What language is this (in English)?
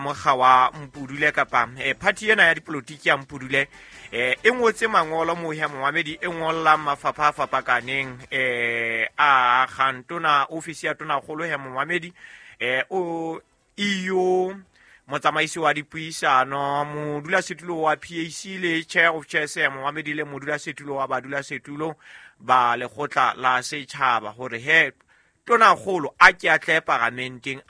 Southern Sotho